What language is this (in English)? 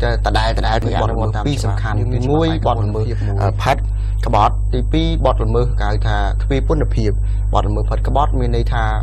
Khmer